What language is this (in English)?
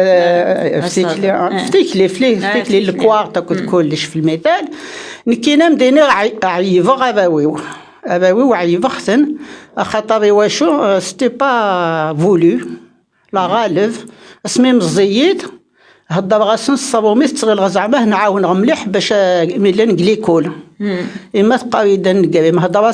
Kabyle